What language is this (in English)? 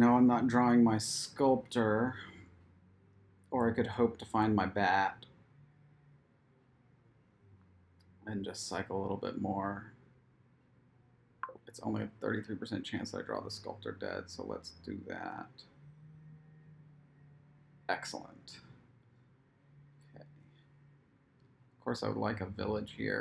English